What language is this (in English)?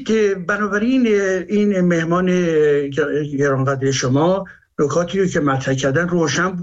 Persian